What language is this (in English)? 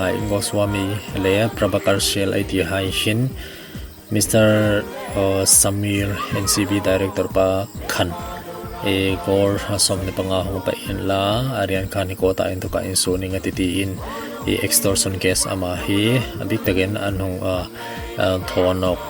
Hmar